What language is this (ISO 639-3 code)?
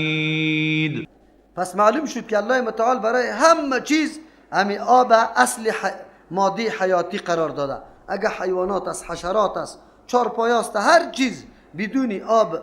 fas